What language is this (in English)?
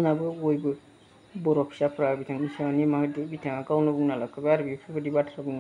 Bodo